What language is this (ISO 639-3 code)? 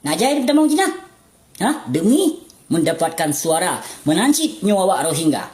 ace